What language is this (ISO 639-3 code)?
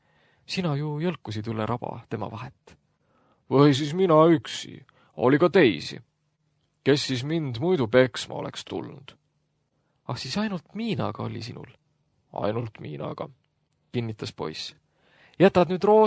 est